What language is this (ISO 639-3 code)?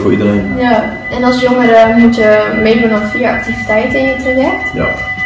nld